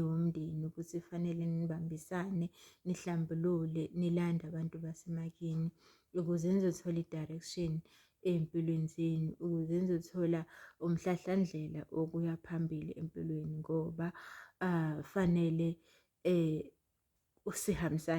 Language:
Zulu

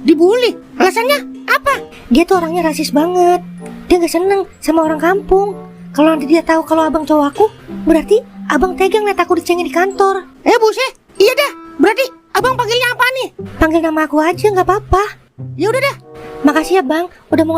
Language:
Betawi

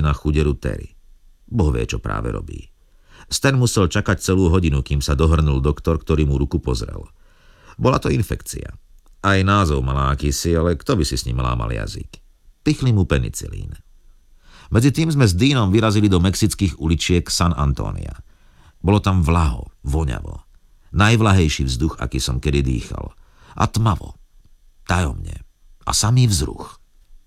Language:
Slovak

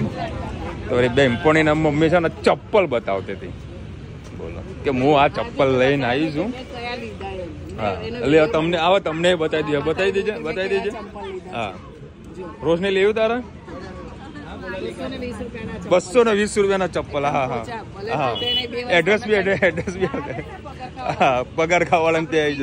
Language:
Gujarati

